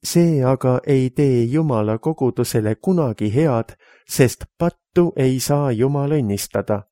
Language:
Estonian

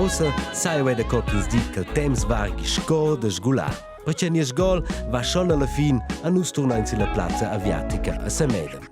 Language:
Romansh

